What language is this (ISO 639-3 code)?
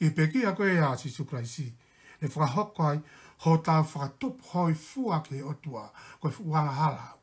ton